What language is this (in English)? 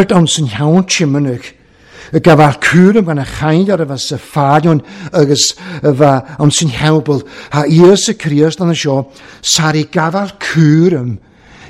Welsh